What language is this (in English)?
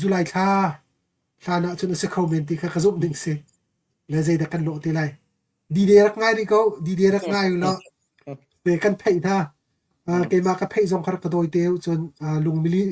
Hakha Chin